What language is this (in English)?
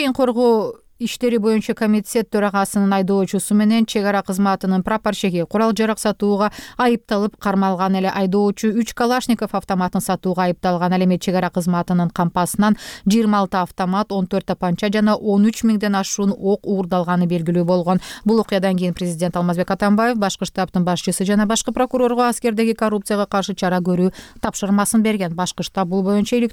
Kyrgyz